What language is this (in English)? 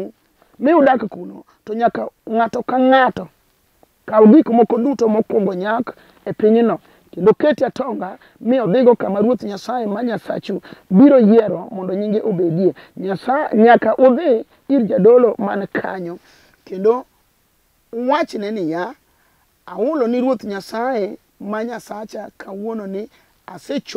Luo (Kenya and Tanzania)